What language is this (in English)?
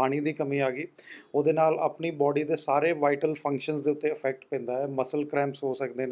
Punjabi